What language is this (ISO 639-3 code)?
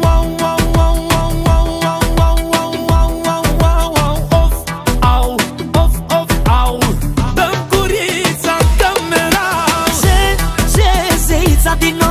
ron